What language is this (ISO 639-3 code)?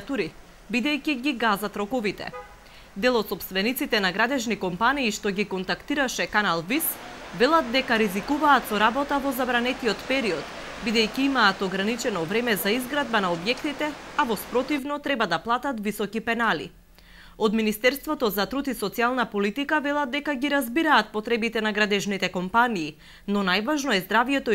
mkd